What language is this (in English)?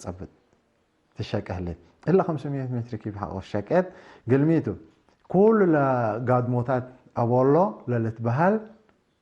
Tigre